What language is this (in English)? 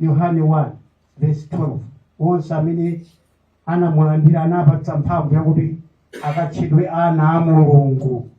Nyanja